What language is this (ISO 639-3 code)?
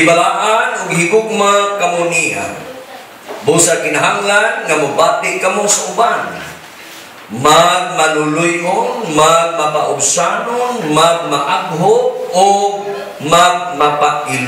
ceb